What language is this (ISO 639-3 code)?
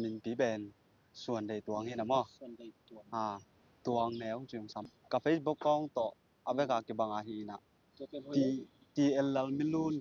ctd